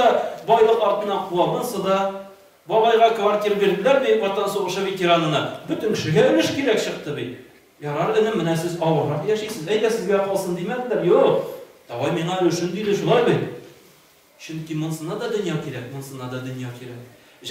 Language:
Tatar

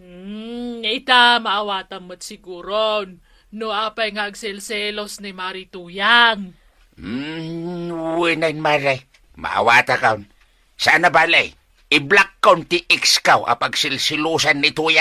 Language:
Iloko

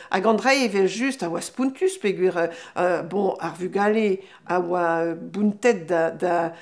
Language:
Breton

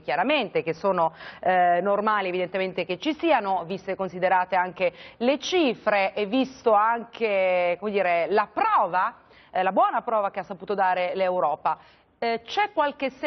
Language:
Italian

